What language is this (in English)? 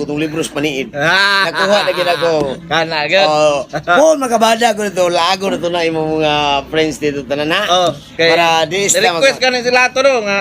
Cebuano